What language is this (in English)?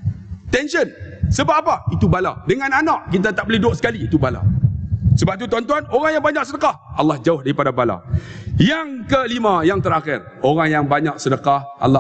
Malay